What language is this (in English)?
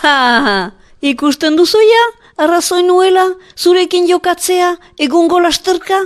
Basque